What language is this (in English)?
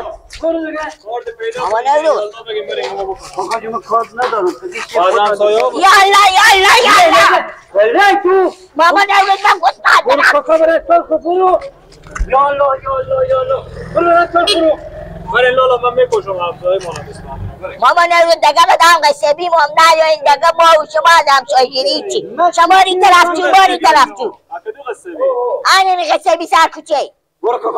Persian